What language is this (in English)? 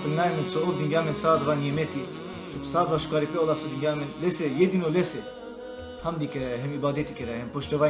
Balkan Romani